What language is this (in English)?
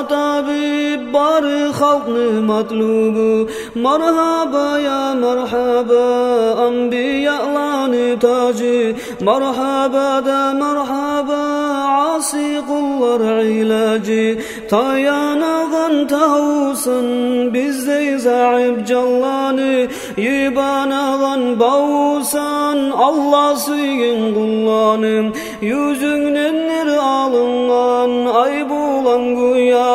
Kumyk